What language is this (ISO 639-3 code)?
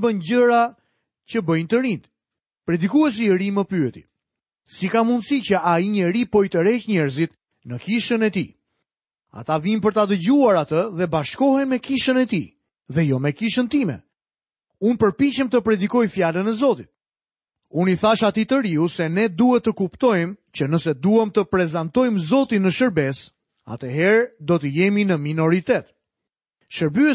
sqi